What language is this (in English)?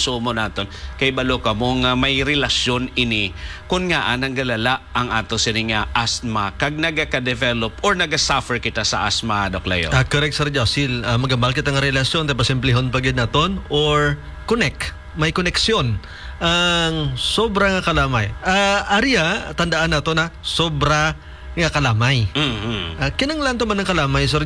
Hiligaynon